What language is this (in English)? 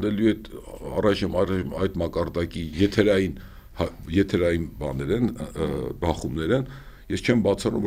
Armenian